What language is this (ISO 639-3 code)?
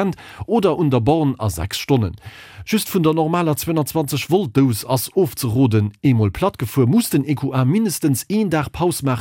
ltz